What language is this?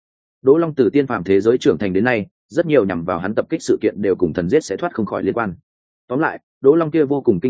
Vietnamese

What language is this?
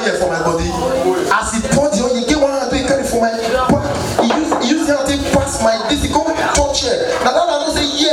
Nigerian Pidgin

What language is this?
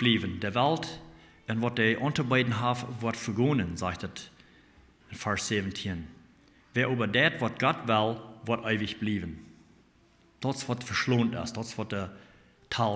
Plautdietsch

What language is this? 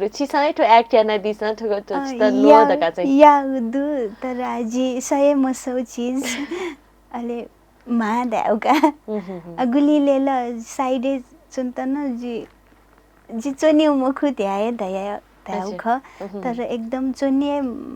Newari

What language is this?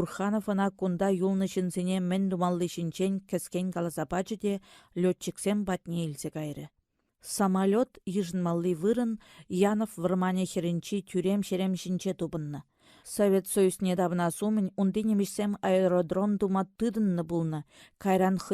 Chuvash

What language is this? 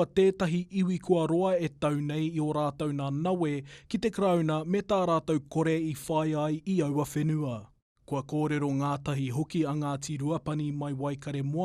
Māori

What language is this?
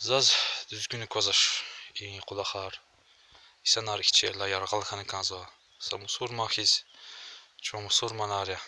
Lezghian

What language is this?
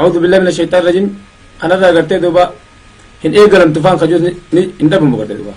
Oromo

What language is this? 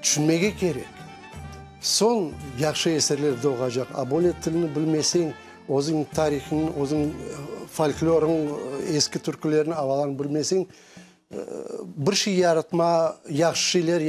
Crimean Tatar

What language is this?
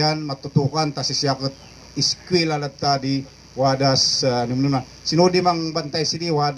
Kankanaey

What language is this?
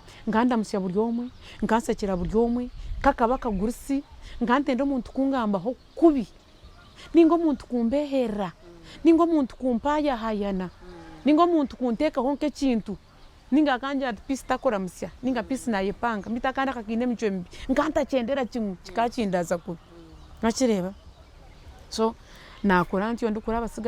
Nyankole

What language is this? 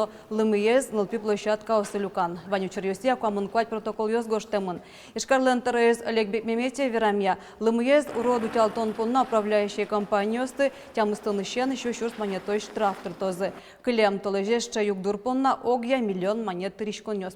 Udmurt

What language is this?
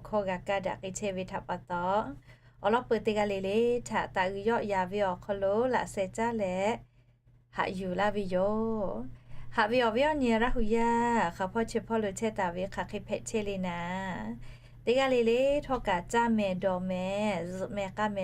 Lahu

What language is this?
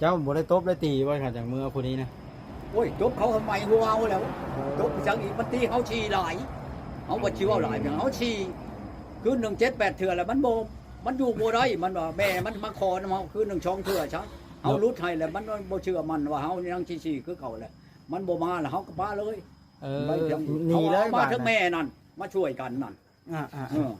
Lao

